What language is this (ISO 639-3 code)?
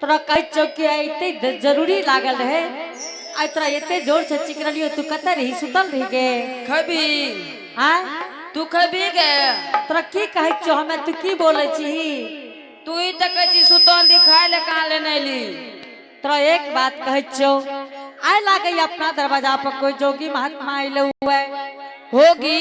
anp